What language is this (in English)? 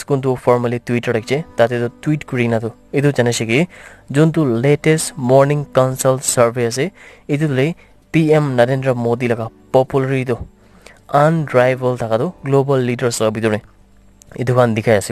Naga Pidgin